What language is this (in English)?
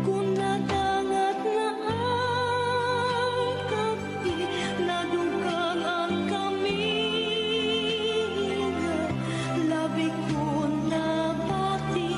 Waray